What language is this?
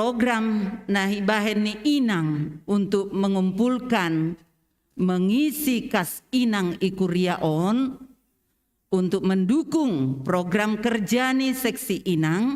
Batak Simalungun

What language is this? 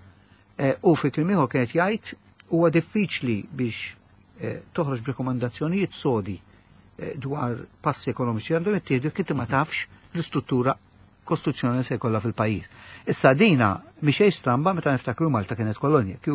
Maltese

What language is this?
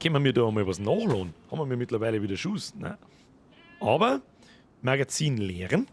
Bavarian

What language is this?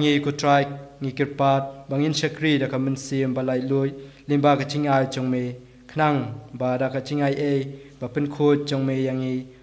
Khasi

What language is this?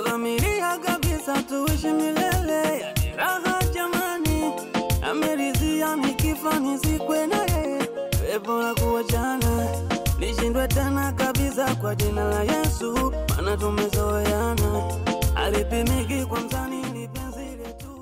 Swahili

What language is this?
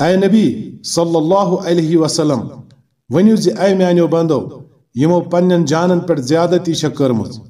Kashmiri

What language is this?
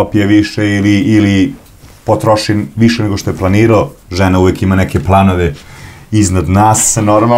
Serbian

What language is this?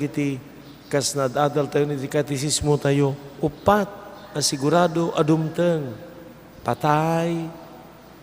Iloko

